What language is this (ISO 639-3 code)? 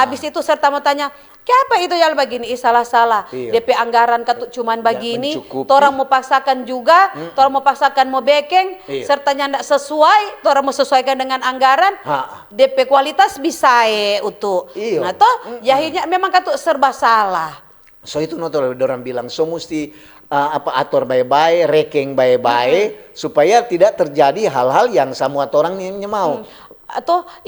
xmm